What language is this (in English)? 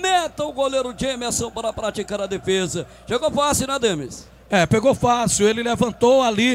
Portuguese